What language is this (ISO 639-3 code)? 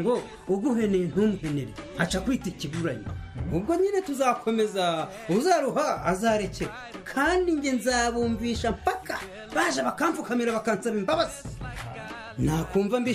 kin